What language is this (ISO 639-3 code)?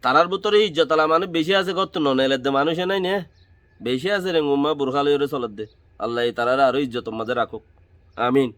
rhg